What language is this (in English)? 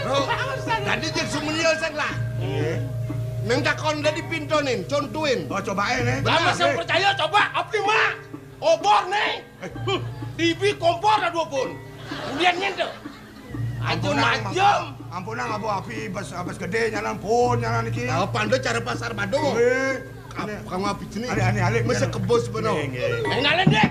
Balinese